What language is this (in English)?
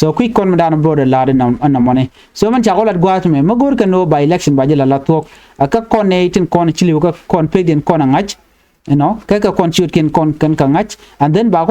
Nuer